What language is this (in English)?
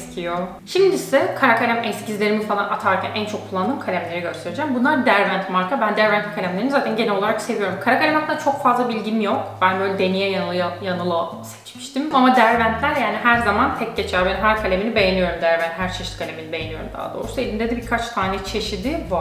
Turkish